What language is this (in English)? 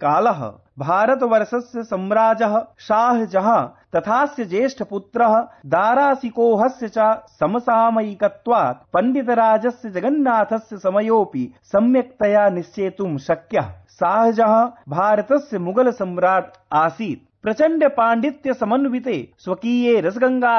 Sanskrit